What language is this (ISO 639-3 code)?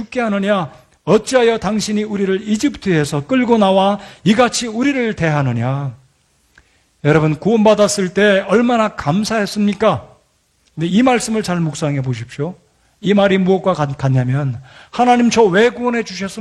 kor